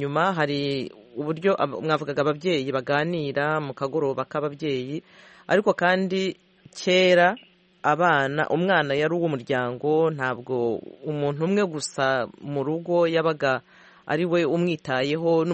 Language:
Kinyarwanda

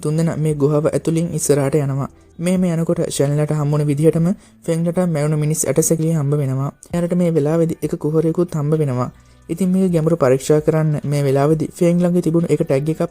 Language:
Sinhala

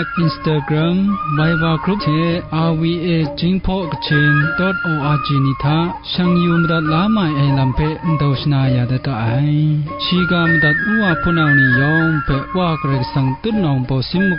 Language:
Kachin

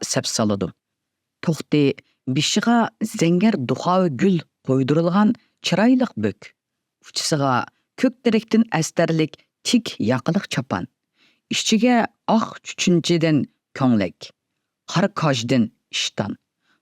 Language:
Uyghur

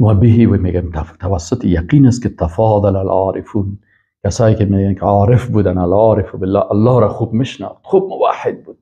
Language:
Persian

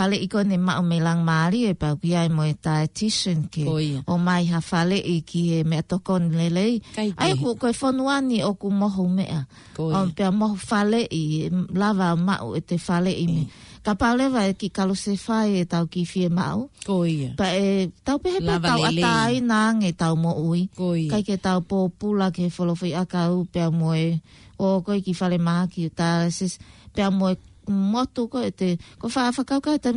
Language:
Tongan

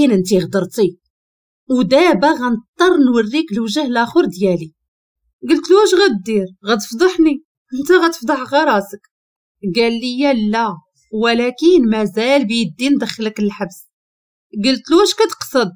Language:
Moroccan Arabic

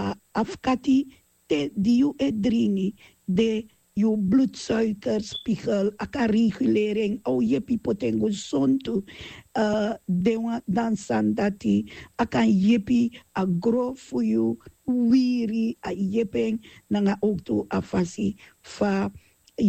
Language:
Sranan Tongo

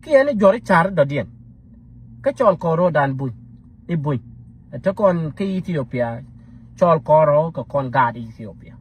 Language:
Nuer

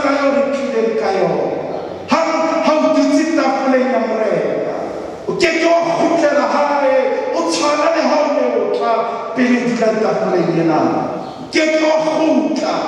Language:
Southern Sotho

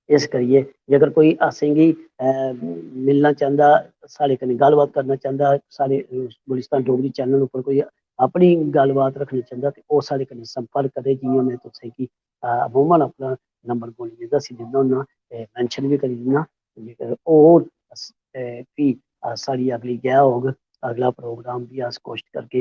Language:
Dogri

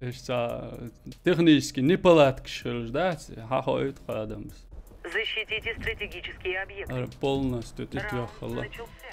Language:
Chechen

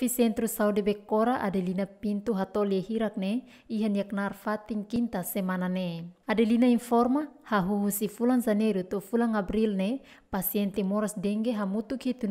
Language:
Tetum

